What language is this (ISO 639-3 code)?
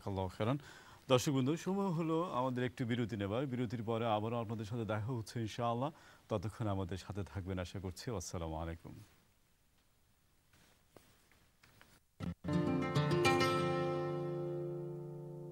ben